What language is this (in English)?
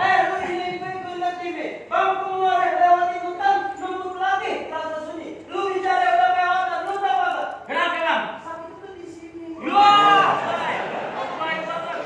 Betawi